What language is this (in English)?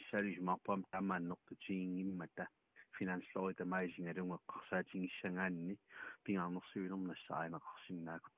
Kalaallisut